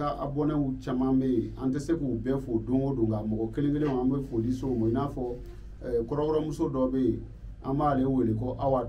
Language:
Bambara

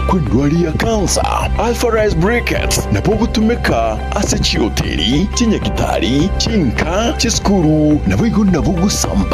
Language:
Gusii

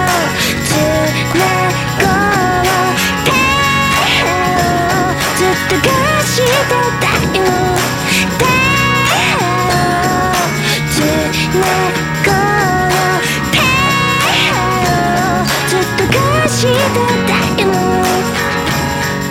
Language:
Japanese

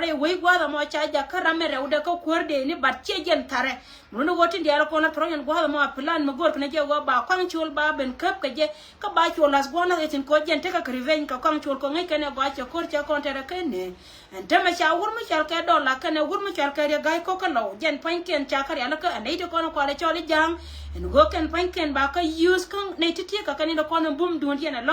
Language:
Nuer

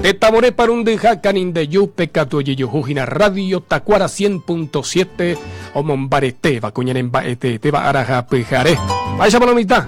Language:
Guarani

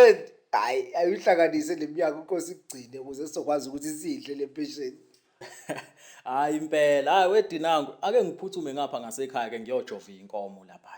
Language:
Zulu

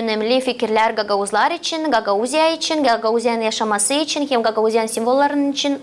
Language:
Gagauz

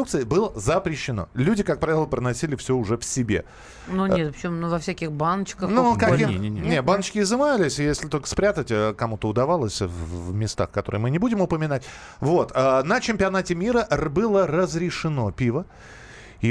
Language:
Russian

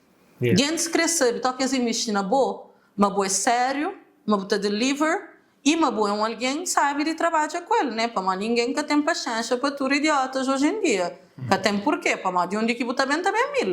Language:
Kabuverdianu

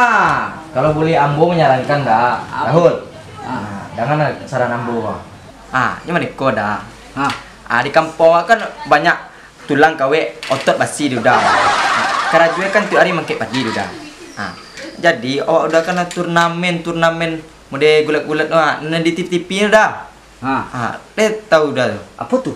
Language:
Minangkabau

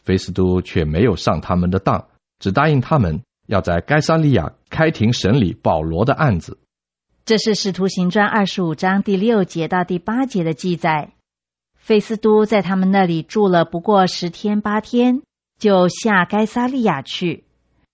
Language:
Chinese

